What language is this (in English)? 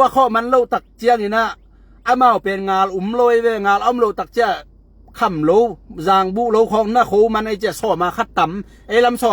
Tedim Chin